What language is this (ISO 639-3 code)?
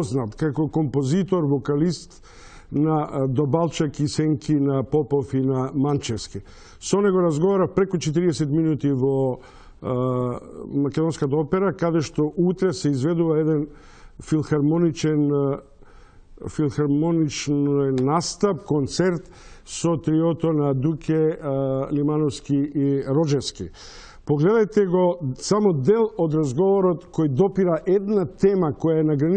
mkd